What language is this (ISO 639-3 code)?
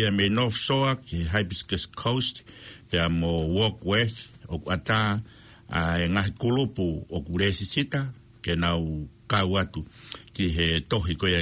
ton